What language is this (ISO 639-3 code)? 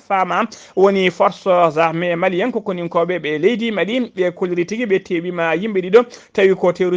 ful